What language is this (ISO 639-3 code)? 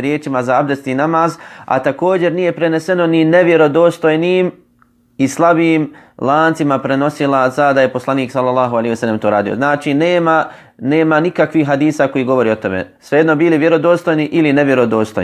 bos